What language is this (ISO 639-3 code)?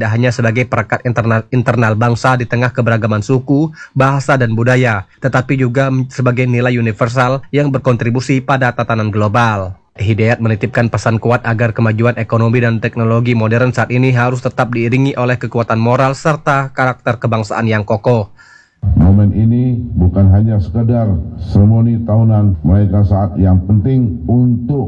ind